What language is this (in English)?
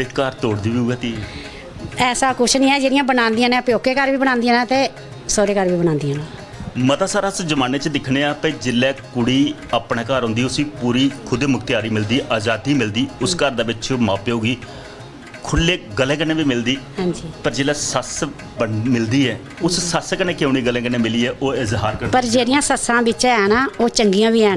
Dogri